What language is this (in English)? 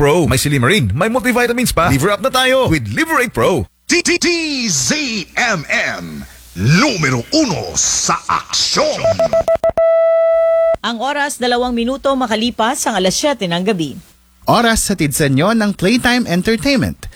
Filipino